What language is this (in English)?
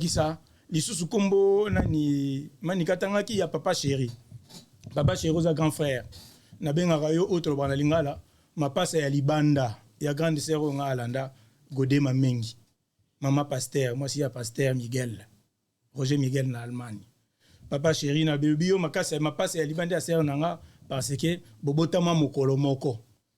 Lingala